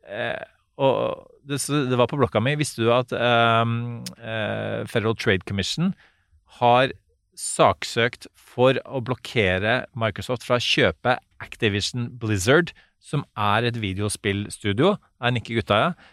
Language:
Norwegian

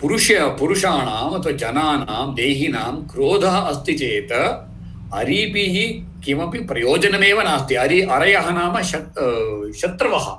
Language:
Sanskrit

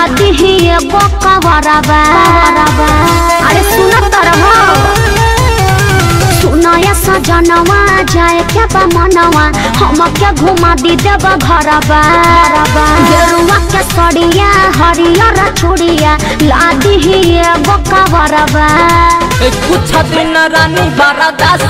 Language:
Bhojpuri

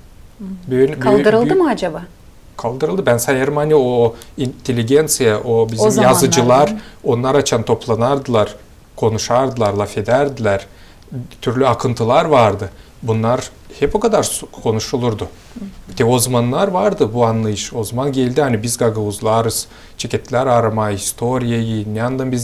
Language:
Gagauz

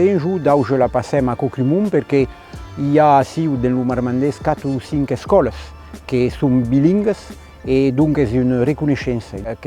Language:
Occitan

